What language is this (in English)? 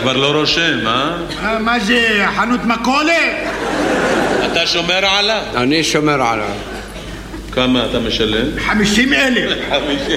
Hebrew